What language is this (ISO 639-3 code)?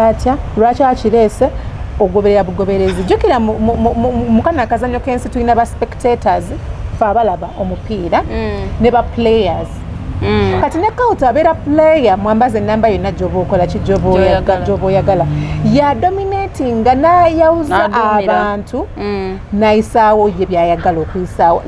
lug